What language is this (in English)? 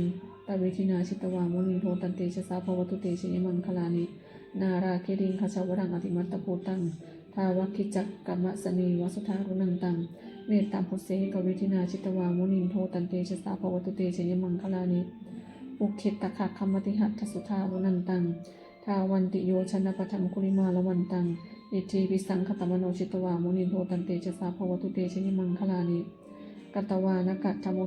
Pali